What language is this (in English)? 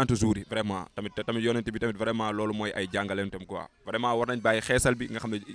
Wolof